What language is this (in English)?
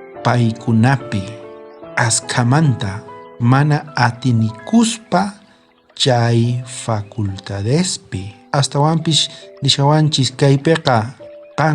South Bolivian Quechua